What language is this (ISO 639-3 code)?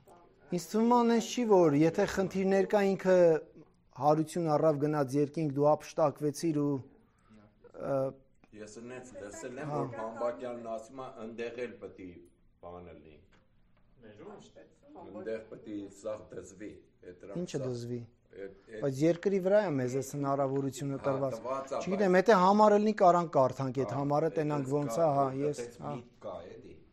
hye